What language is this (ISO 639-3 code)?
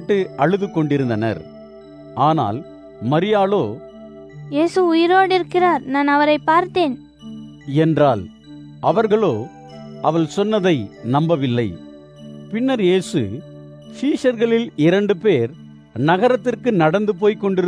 tam